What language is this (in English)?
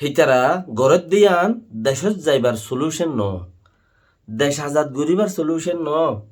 Rohingya